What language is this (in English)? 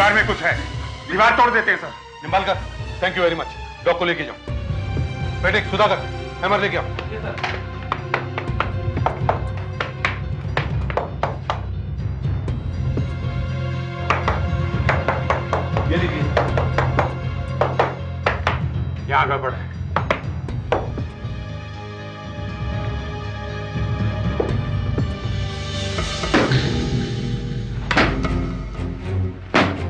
Hindi